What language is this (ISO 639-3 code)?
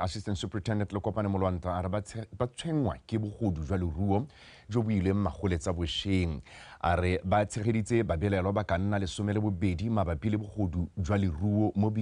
tsn